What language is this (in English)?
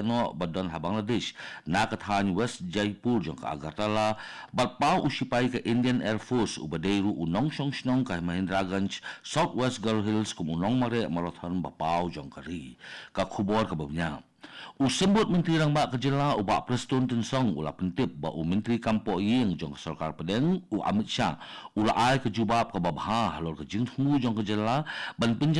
Khasi